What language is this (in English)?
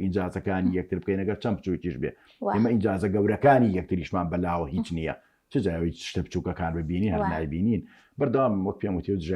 Central Kurdish